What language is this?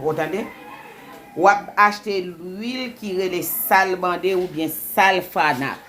Haitian Creole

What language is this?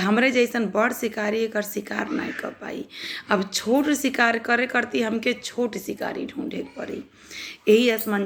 Bhojpuri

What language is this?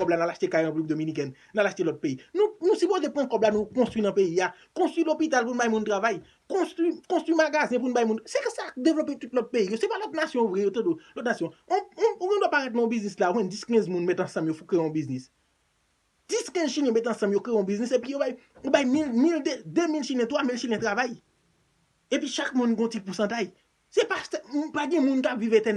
Haitian Creole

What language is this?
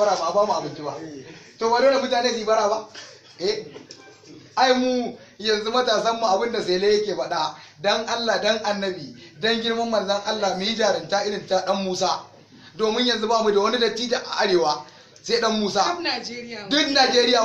Hausa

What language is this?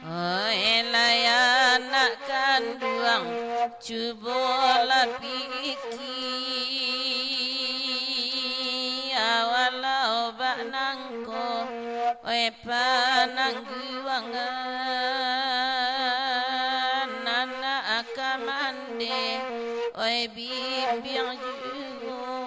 Minangkabau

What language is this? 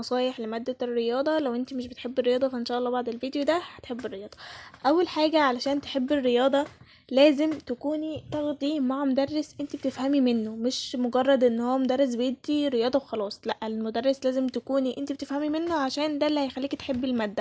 Egyptian Arabic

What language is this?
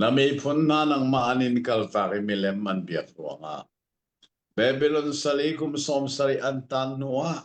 Hakha Chin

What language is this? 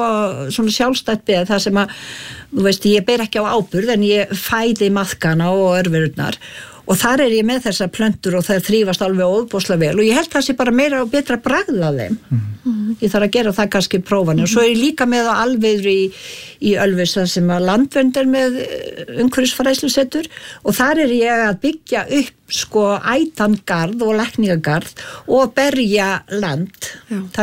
Icelandic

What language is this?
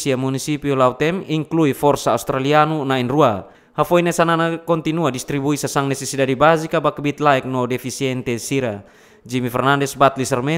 Tetum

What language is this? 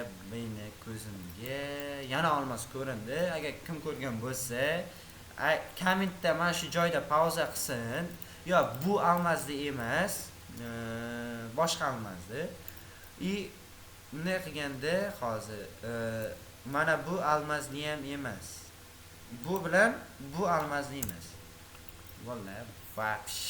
Uzbek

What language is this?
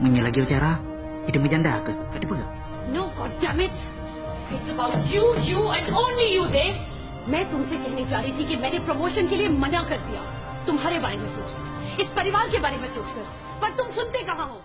Achinese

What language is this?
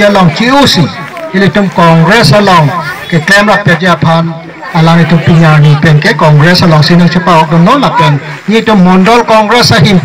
Karbi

